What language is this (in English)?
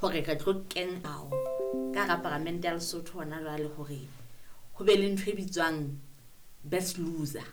Southern Sotho